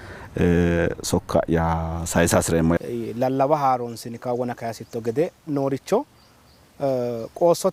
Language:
Sidamo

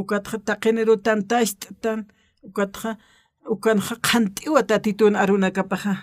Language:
Aymara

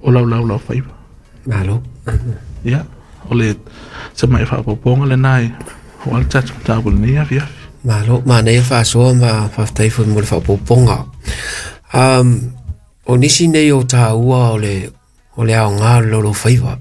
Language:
Samoan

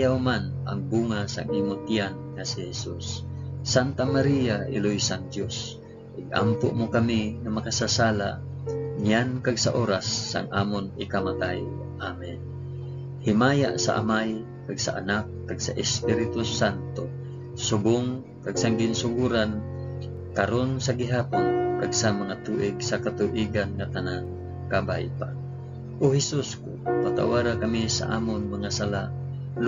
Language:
Hiligaynon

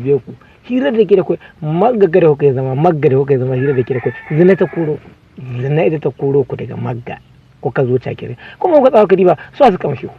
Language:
Hausa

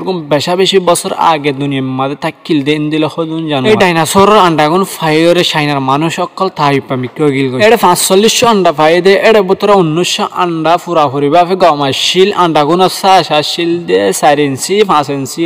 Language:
Rohingya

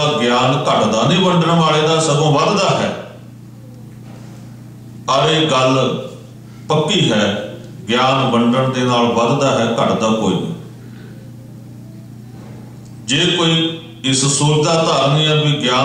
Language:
Punjabi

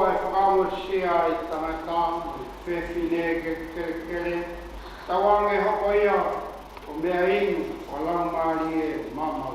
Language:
Tongan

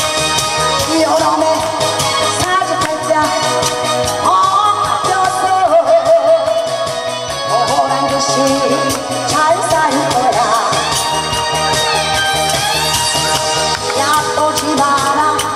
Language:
Korean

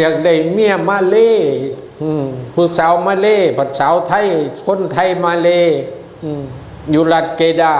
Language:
Northeastern Thai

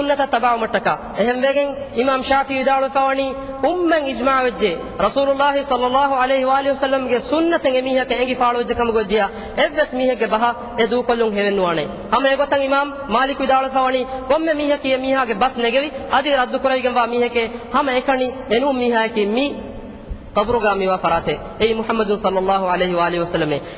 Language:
Divehi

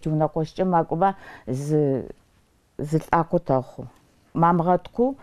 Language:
Adyghe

